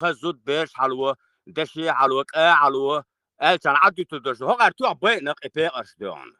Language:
Chechen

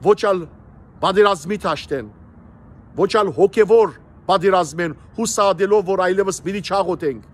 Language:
Western Armenian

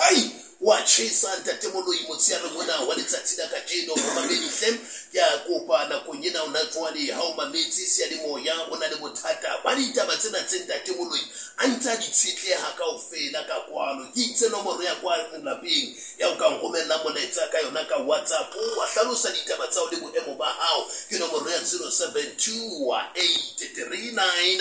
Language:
Southern Sotho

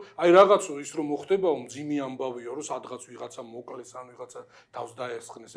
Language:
Georgian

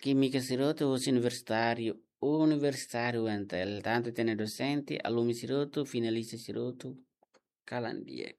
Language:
Tetum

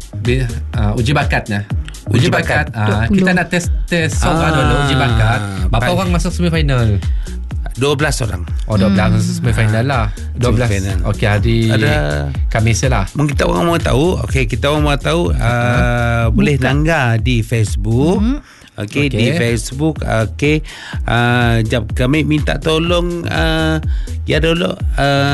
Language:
Malay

